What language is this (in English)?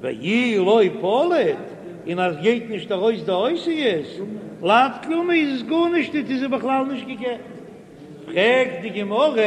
Yiddish